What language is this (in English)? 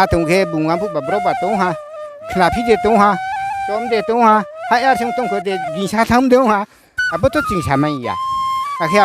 Riang (India)